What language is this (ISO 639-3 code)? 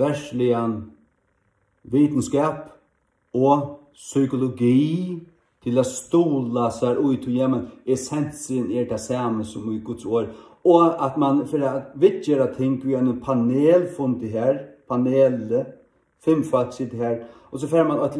fao